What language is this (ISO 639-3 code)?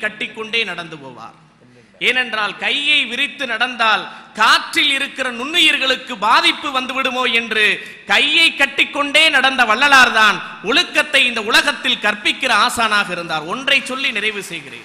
tam